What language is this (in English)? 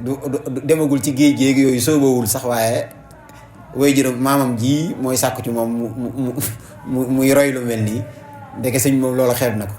Wolof